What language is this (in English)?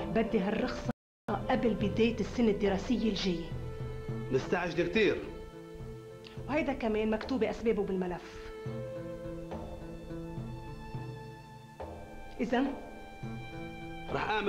North Levantine Arabic